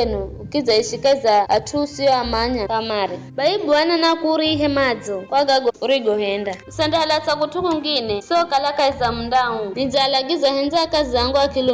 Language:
Giryama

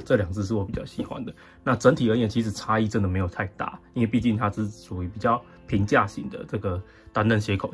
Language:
Chinese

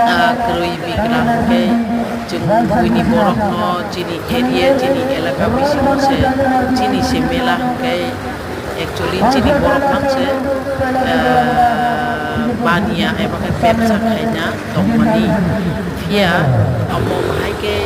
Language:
Kok Borok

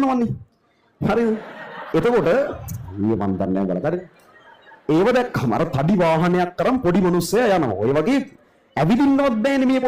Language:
Sinhala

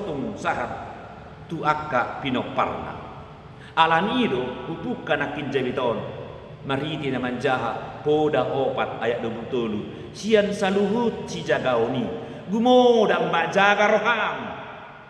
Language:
Batak Toba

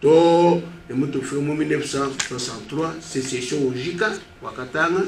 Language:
Luba-Lulua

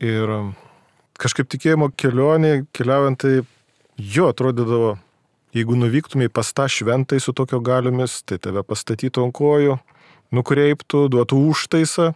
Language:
Lithuanian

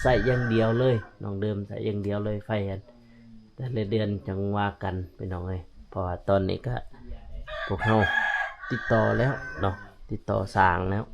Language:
Lao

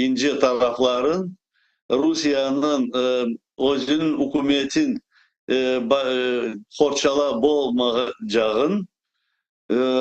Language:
Crimean Tatar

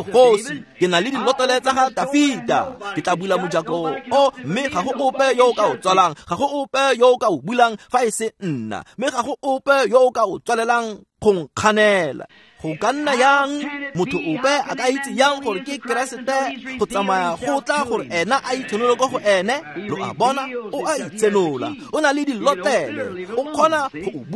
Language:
Tswana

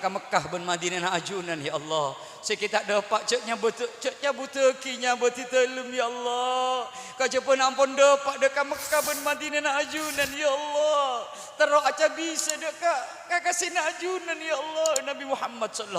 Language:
Madurese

